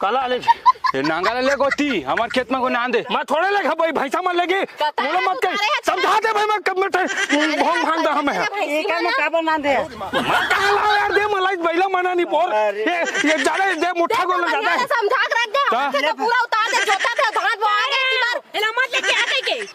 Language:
Chhattisgarhi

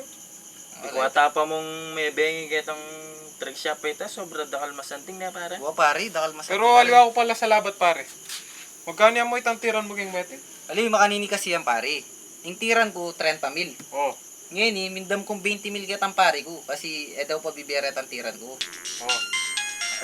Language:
Pampanga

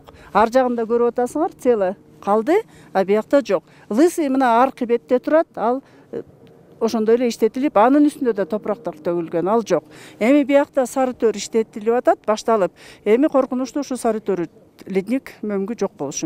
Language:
Kyrgyz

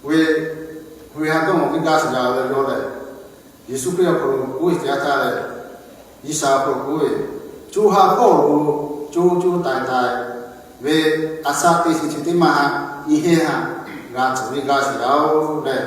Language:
Lahu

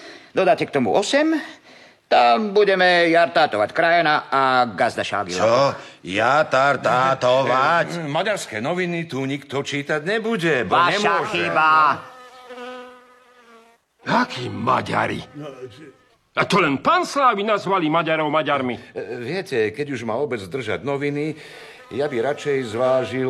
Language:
Slovak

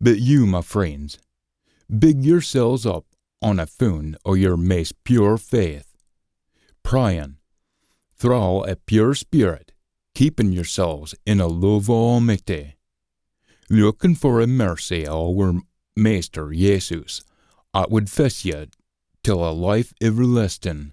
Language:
Scots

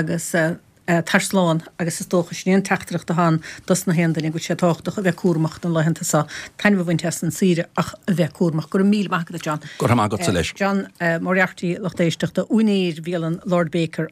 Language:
Irish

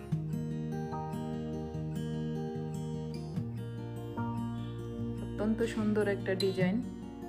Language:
Bangla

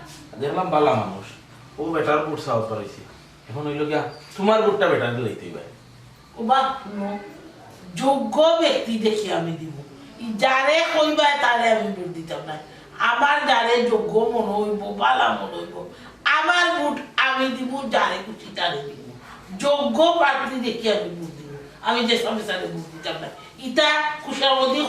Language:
Sylheti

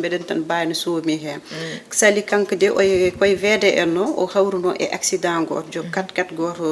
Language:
Fula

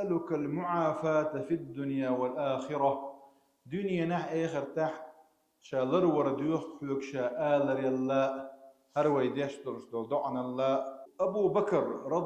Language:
Chechen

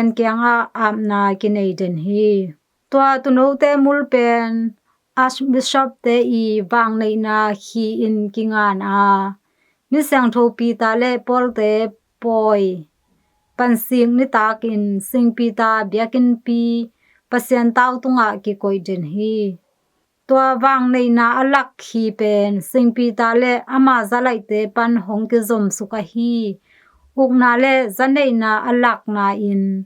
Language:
Tedim Chin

